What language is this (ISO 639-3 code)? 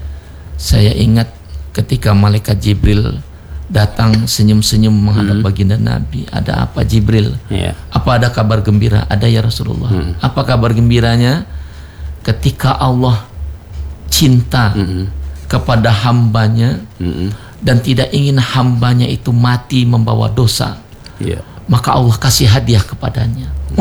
ind